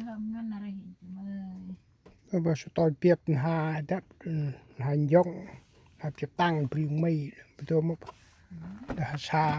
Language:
Central Mnong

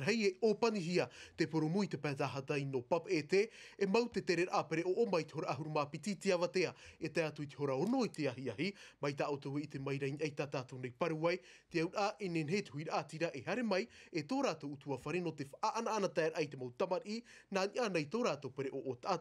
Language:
Tahitian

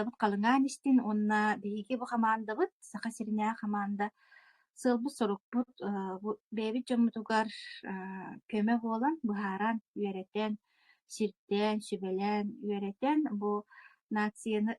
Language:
Yakut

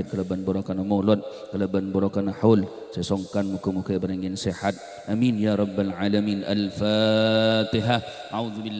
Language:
Madurese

